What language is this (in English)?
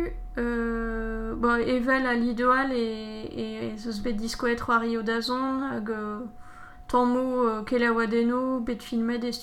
Breton